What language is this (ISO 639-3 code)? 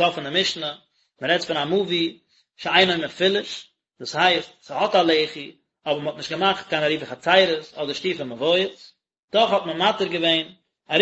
yid